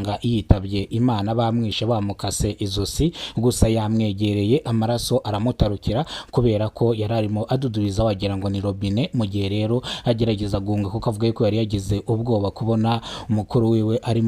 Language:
Kinyarwanda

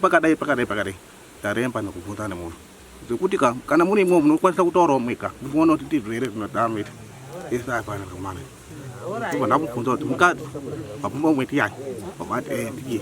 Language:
Shona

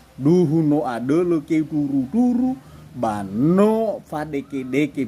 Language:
Nias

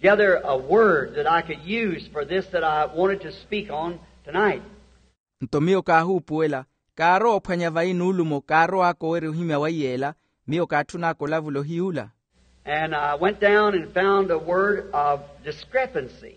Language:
Makhuwa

